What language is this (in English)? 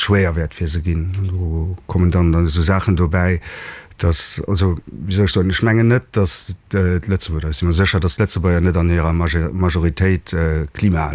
Luxembourgish